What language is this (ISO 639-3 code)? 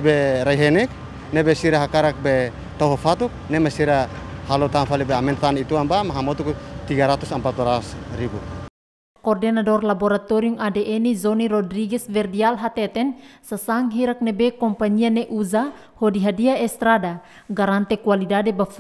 tet